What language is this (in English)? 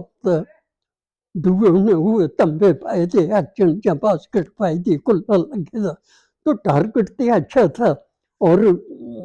Dogri